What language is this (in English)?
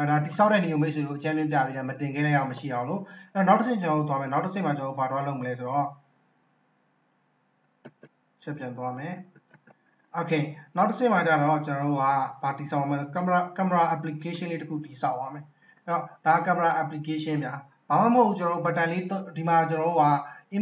Burmese